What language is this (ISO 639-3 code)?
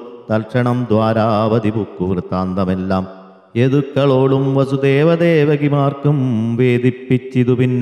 mal